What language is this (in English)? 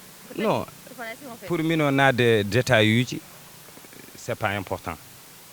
Fula